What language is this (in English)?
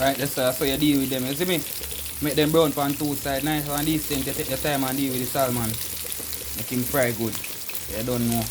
Jamaican Creole English